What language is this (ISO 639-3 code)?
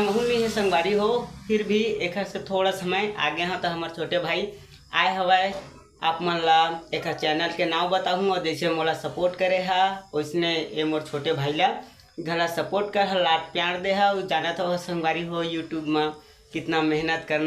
hne